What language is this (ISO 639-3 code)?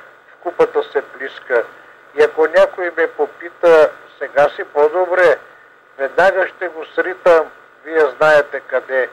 bul